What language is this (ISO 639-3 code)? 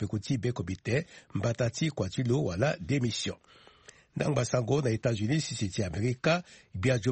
sag